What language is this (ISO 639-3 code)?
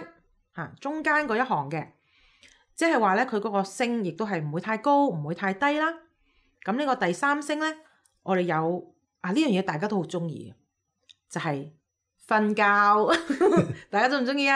yue